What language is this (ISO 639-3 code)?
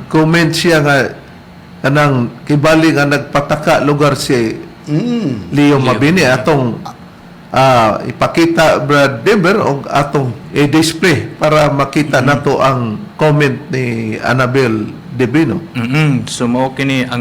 ceb